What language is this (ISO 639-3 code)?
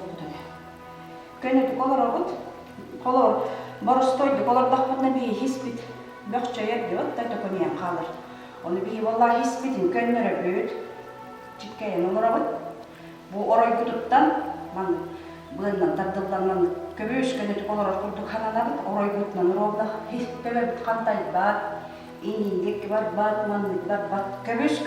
sah